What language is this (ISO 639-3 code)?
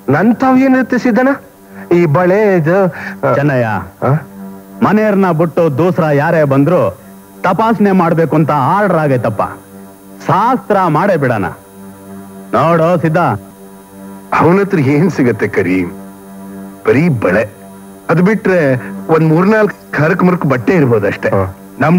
kan